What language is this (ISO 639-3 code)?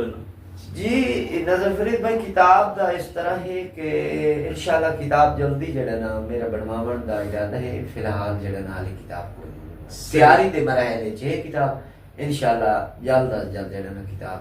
skr